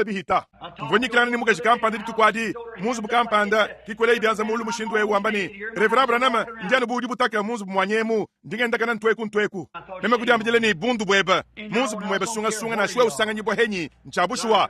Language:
Luba-Lulua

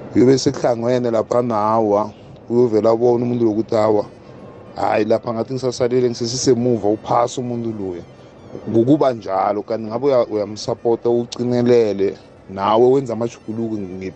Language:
South Ndebele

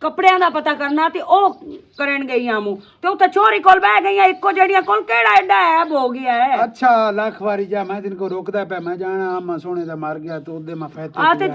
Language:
Western Panjabi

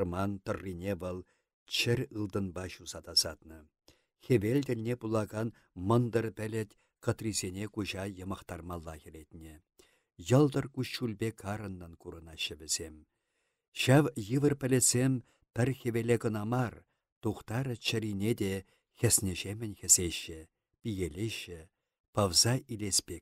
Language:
Chuvash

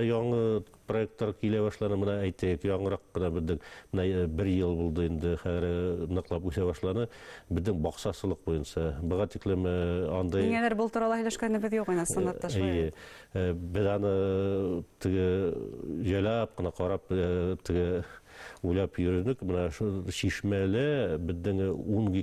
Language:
Bashkir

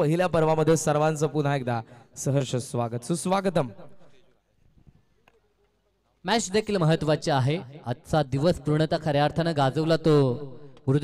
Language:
Marathi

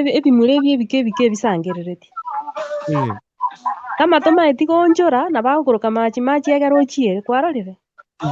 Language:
Gusii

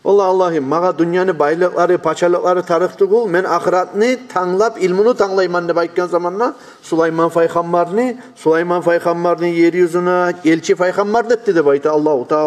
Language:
Kumyk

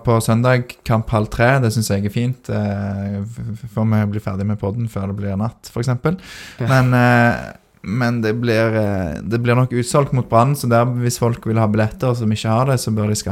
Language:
Norwegian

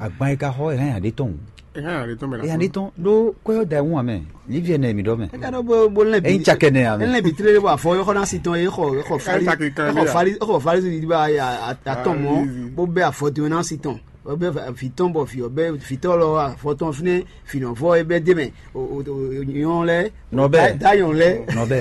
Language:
Fon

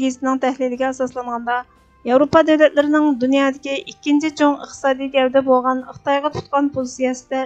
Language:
Uyghur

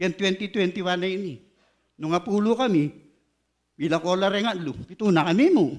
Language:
Pampanga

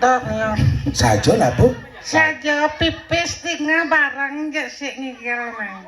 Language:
Balinese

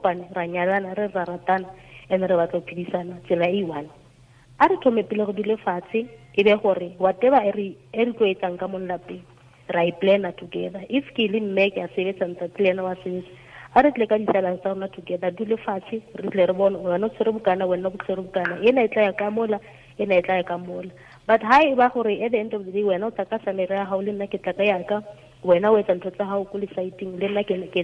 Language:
Tswana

